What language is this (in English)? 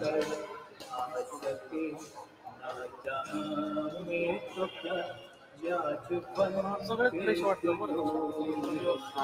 Marathi